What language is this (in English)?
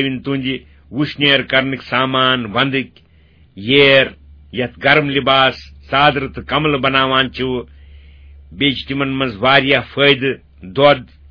Kashmiri